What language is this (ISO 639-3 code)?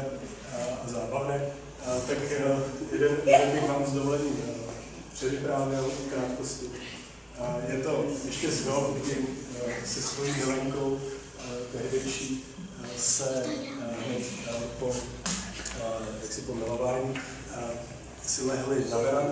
ces